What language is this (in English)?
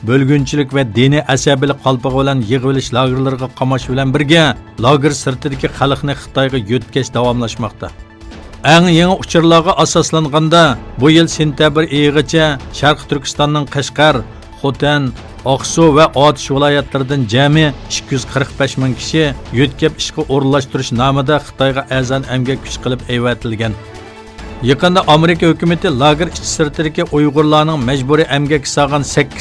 Uyghur